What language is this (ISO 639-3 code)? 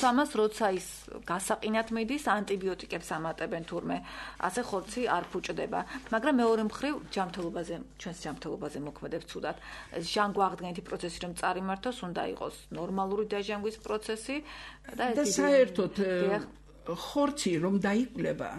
kat